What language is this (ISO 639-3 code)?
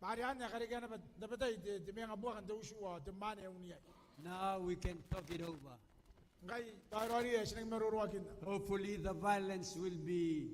gil